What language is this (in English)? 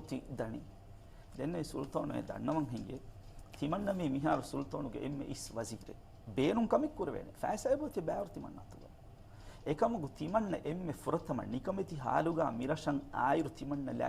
Divehi